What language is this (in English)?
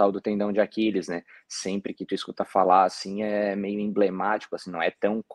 Portuguese